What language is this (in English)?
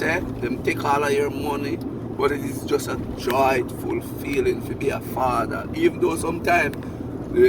Jamaican Creole English